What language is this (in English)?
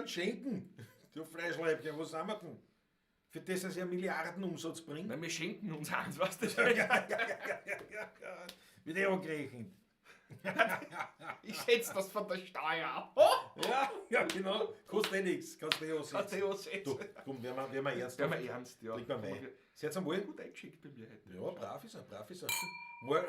Bavarian